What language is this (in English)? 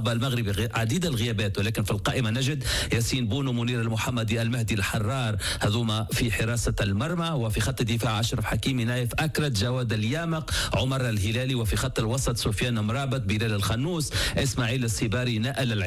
Arabic